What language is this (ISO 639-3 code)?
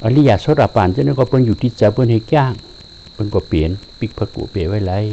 shn